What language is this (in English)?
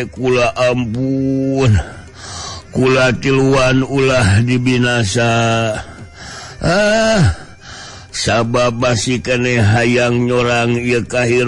Sundanese